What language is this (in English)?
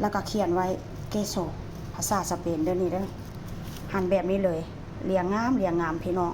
Lao